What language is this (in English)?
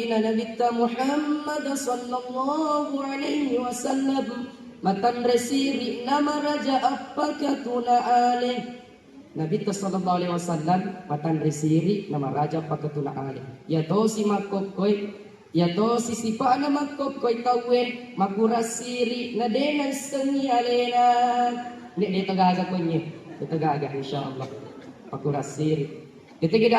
Buginese